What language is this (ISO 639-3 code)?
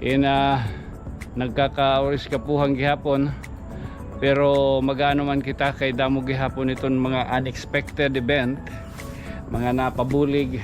war